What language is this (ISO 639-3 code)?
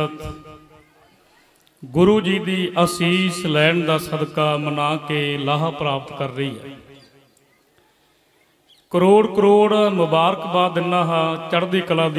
pan